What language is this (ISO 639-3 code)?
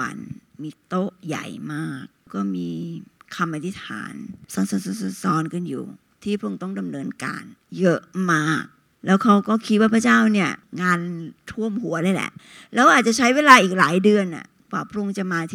tha